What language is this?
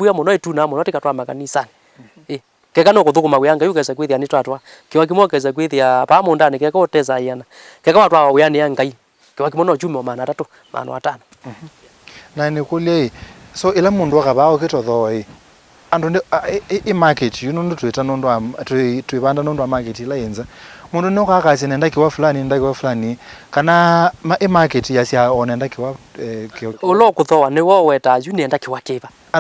Kamba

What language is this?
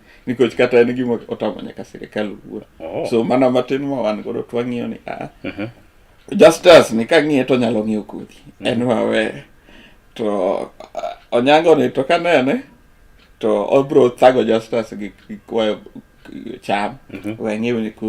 Luo (Kenya and Tanzania)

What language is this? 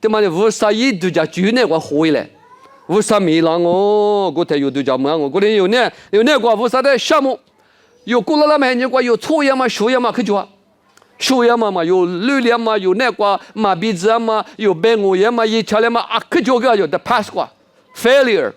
Lisu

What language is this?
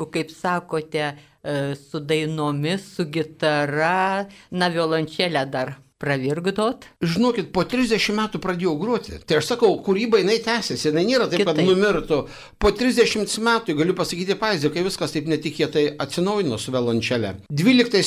Lithuanian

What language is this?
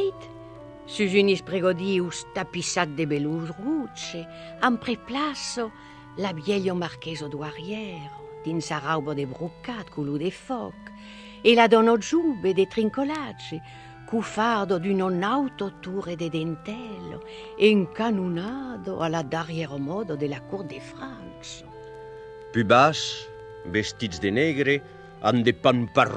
Occitan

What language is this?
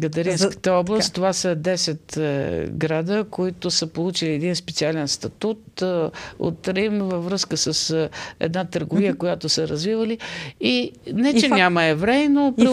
Bulgarian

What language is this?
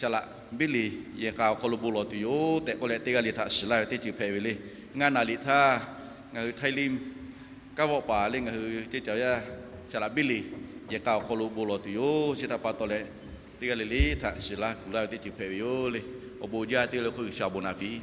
Lahu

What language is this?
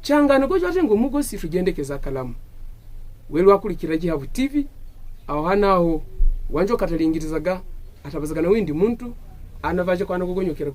Havu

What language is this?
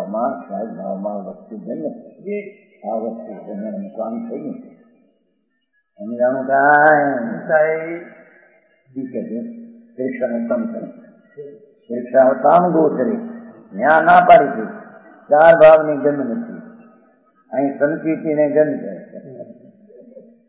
Gujarati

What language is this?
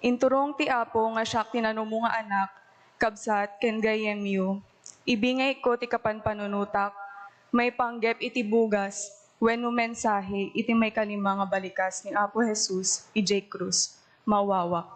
Iloko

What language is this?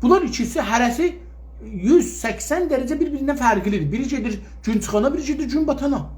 South Azerbaijani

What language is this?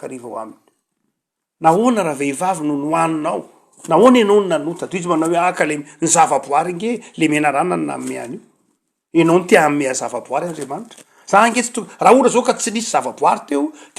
Malagasy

